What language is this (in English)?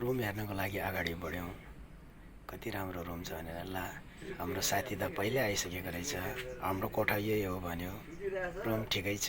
Nepali